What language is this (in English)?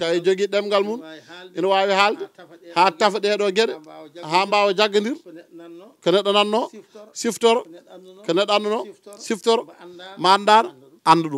Fula